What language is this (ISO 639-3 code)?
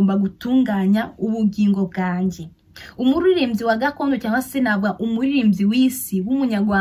kin